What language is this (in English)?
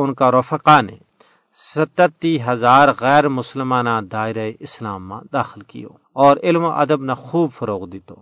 Gujari